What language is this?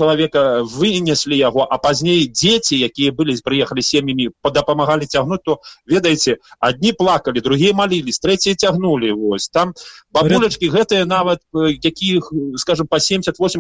Belarusian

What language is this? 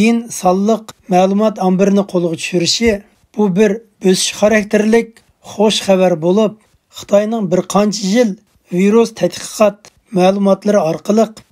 Uyghur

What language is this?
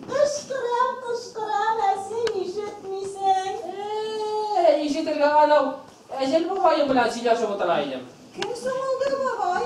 Bashkir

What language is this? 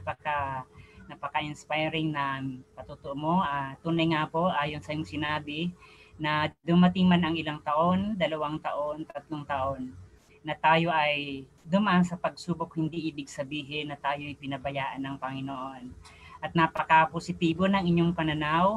Filipino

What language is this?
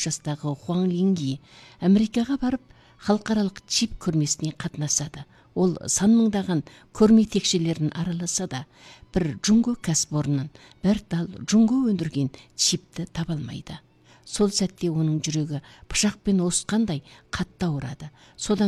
Kazakh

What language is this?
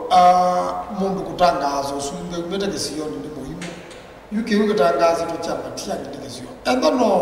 Kamba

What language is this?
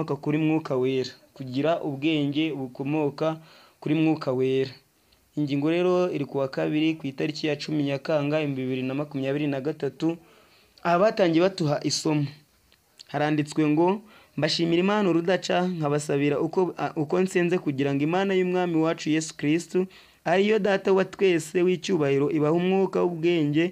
Kinyarwanda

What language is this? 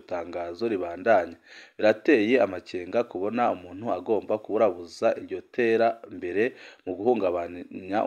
Rundi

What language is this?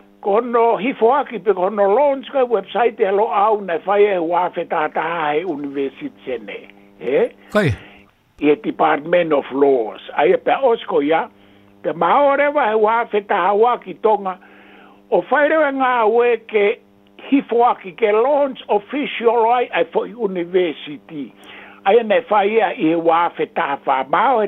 Tongan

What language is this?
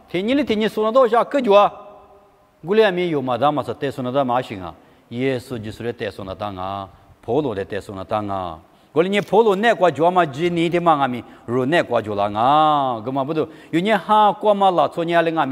Lisu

